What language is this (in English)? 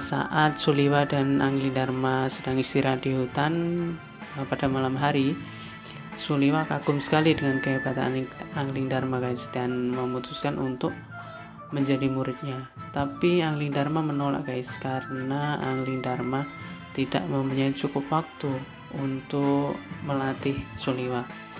Indonesian